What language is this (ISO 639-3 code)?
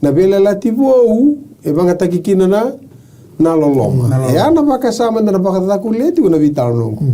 fij